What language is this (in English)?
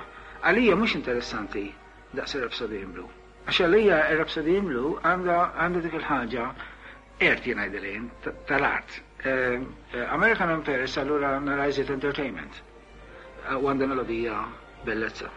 Maltese